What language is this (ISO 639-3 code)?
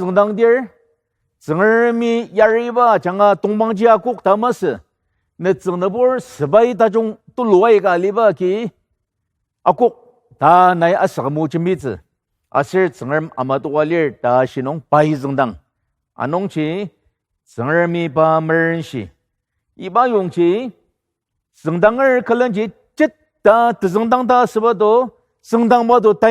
njo